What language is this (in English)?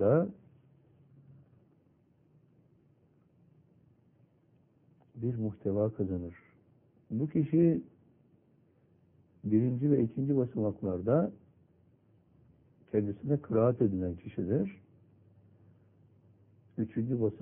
Turkish